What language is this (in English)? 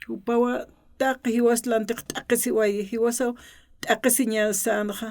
Aymara